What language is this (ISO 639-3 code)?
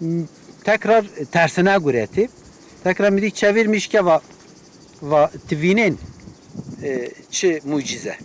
zza